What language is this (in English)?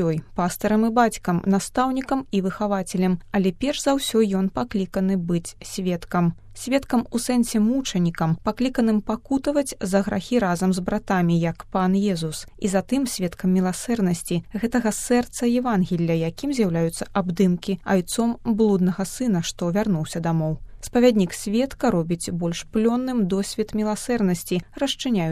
Belarusian